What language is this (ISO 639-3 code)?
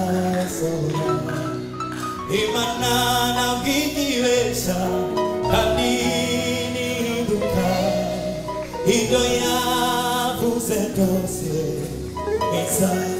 kin